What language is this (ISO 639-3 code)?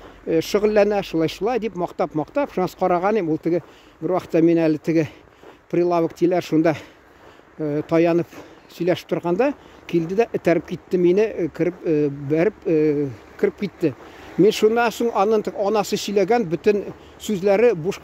tat